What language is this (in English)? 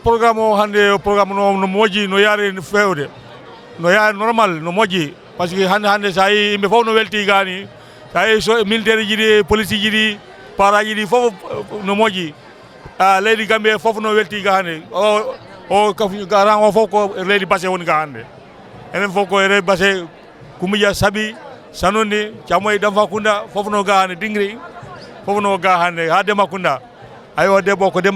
Fula